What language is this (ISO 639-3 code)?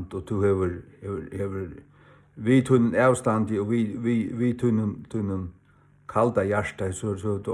fao